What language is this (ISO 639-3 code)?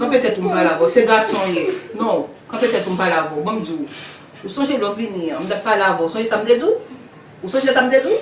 hat